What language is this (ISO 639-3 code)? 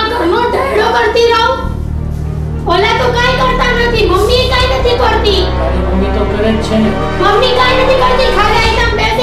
guj